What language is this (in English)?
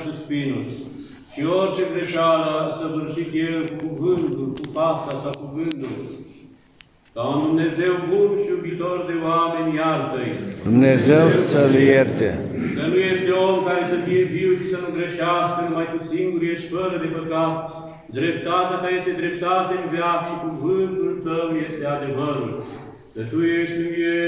Romanian